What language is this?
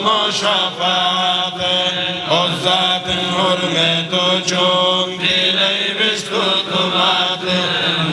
Kumyk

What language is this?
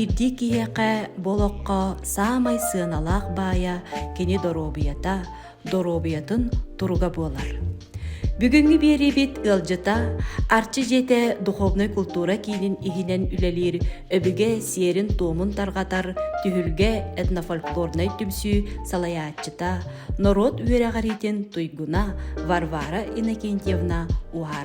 Yakut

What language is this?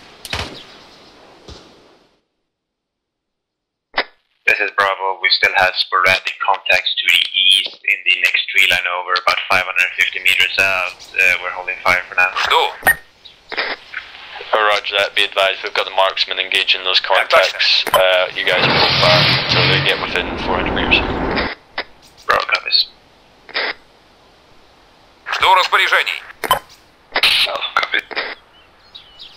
English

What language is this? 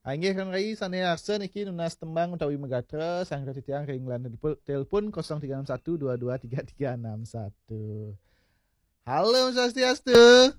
Balinese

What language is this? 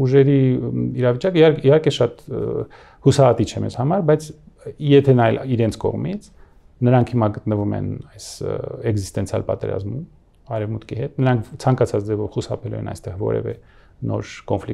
Armenian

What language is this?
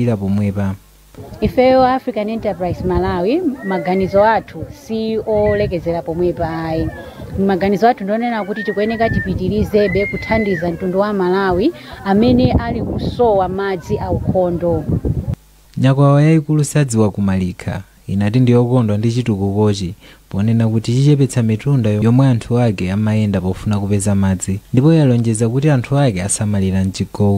Nyanja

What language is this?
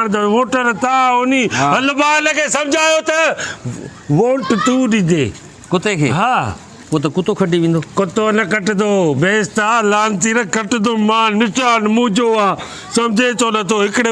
Sindhi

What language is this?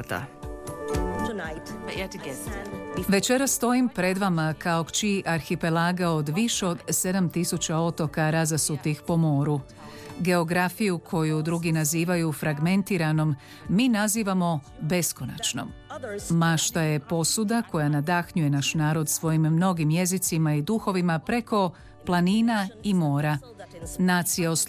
Croatian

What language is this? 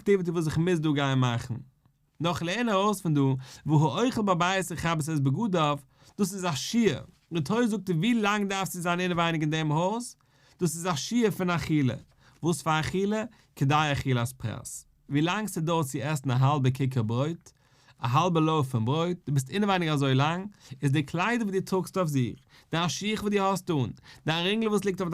Yiddish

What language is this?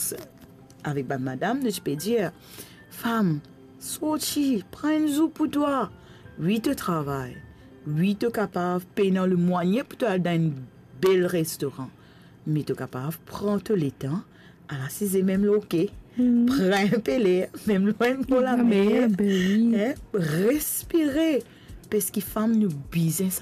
Morisyen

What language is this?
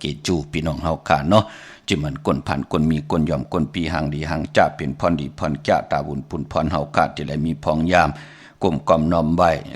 Shan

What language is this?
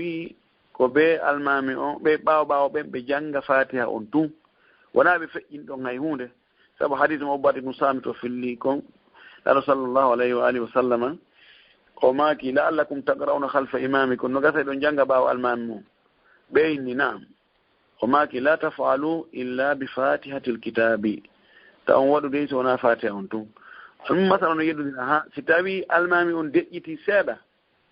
Fula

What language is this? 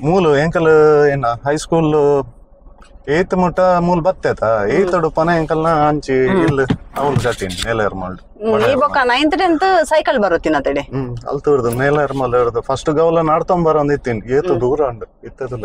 Tulu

